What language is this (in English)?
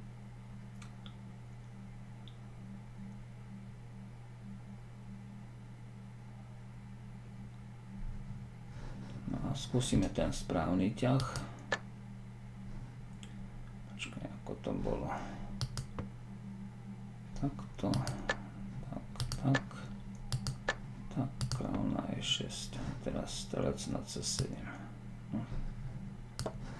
Slovak